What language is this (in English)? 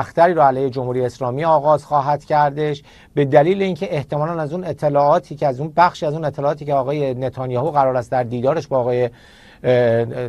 Persian